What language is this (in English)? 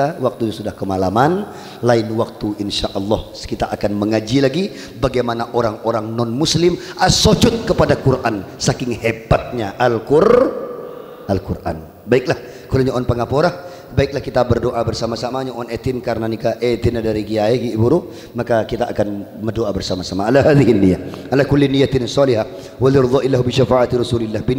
Madurese